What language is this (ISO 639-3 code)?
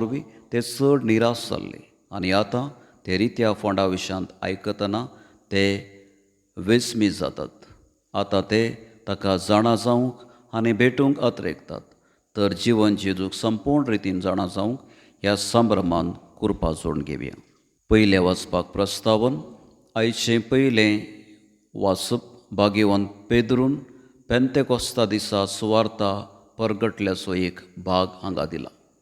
kok